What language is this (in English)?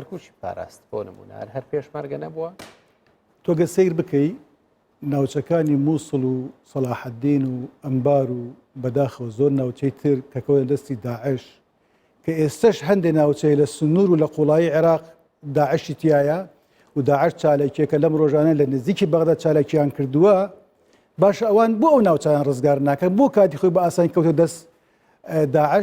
Central Kurdish